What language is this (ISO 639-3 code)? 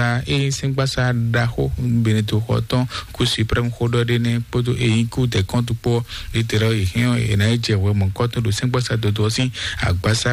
fon